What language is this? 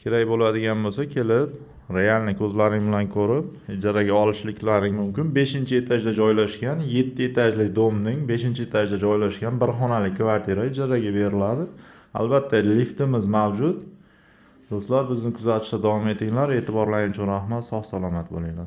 Uzbek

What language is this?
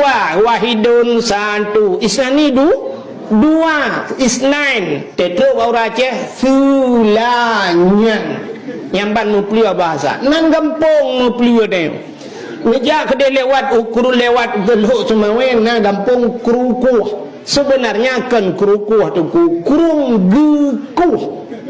Achinese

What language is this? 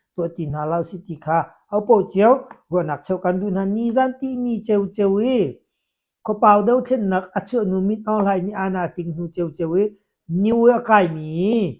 Hakha Chin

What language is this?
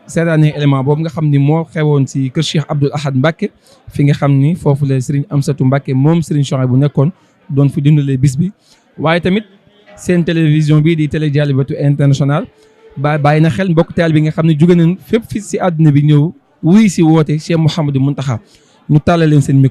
Wolof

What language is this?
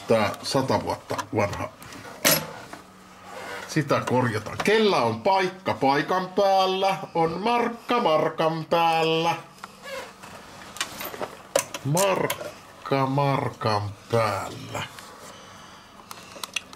Finnish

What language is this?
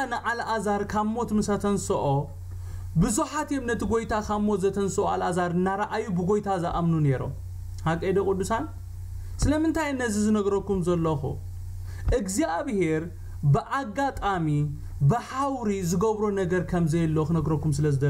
Tigrinya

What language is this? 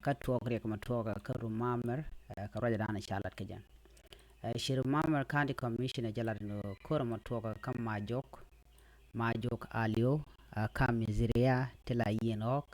Nuer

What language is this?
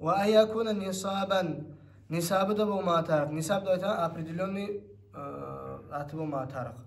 Kumyk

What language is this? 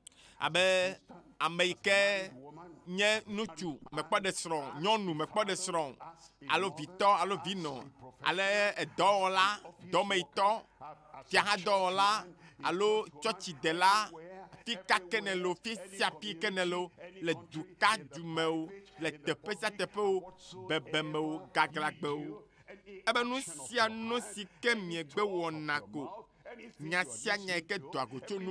Ewe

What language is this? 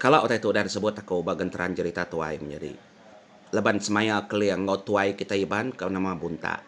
Iban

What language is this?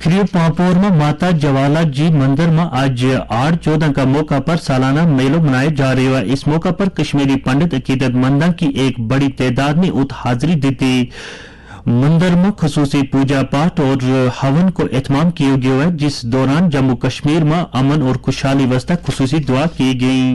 Gujari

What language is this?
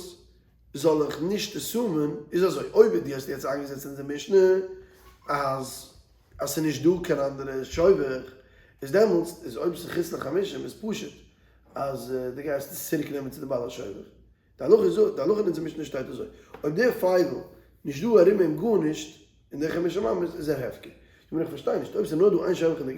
Yiddish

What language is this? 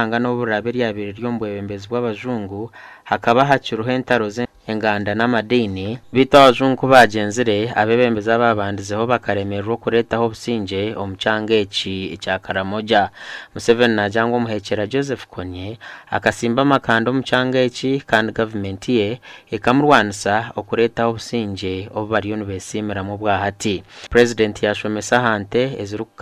Nyankole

